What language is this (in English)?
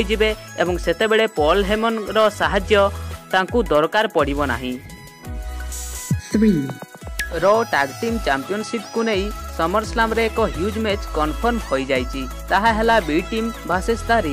Odia